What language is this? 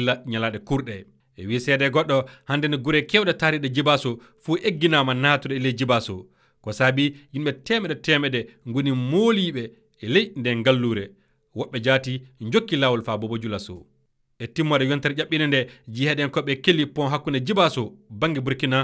Fula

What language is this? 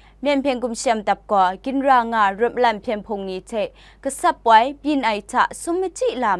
Kachin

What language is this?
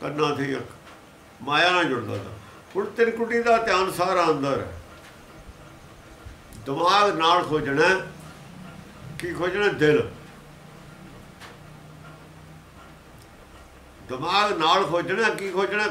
Punjabi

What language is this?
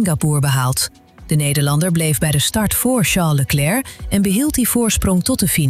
Dutch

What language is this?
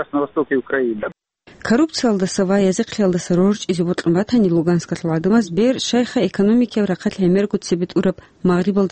Avaric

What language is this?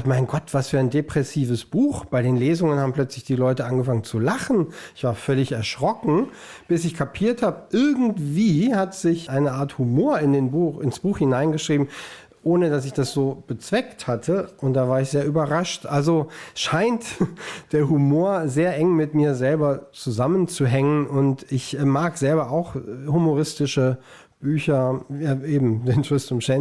Swiss German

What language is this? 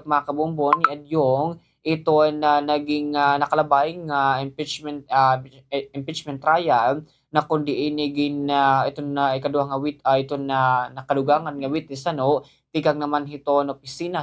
Waray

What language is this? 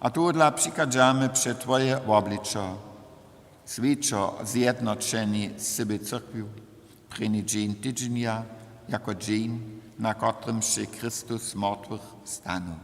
Upper Sorbian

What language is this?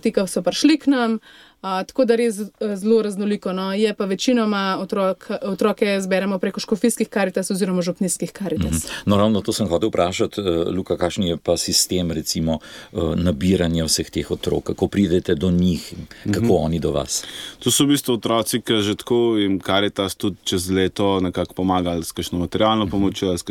Slovenian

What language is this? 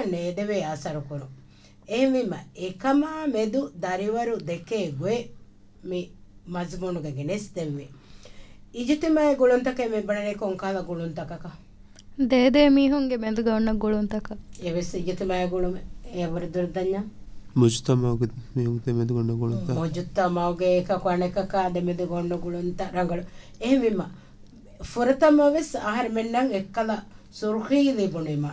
Divehi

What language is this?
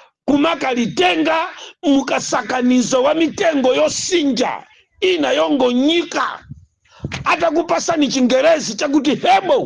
Nyanja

